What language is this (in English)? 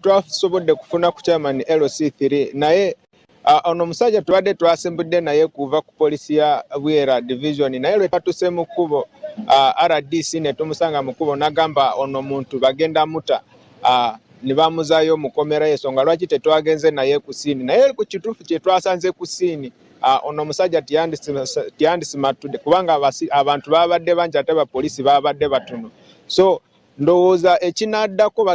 Ganda